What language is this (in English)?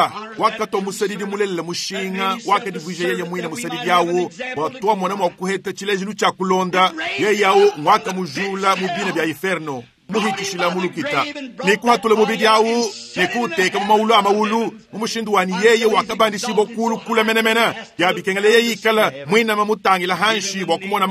Luba-Lulua